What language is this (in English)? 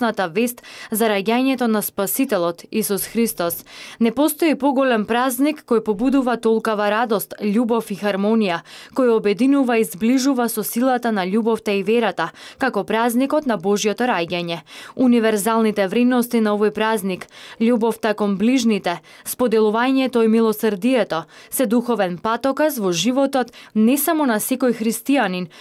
Macedonian